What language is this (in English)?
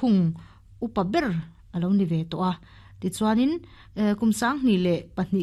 Mizo